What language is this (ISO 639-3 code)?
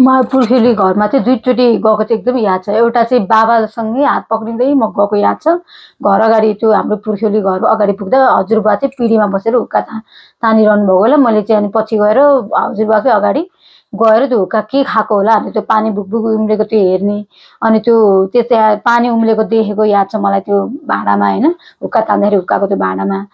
nep